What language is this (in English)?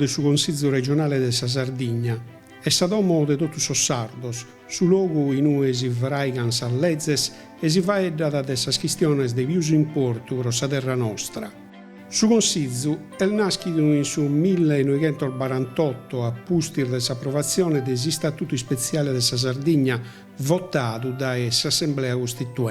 Sardinian